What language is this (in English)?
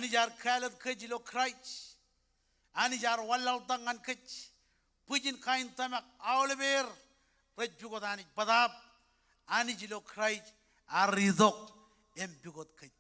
Marshallese